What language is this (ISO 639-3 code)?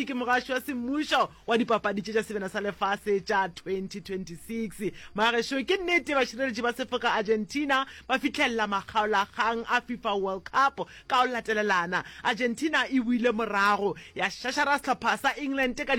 nso